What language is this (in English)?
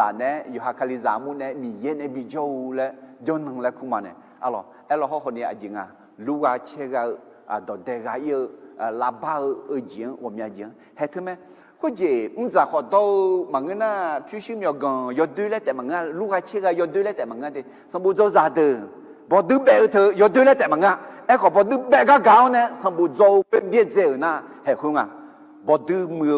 Akha